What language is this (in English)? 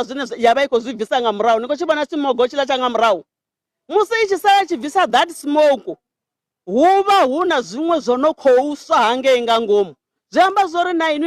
Venda